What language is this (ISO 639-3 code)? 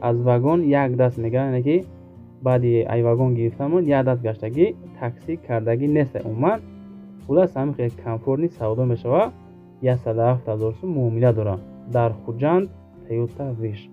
tgk